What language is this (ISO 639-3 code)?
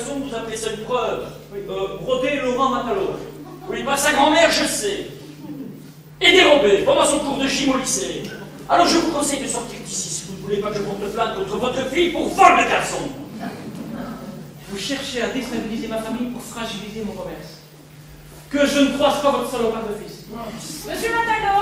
fra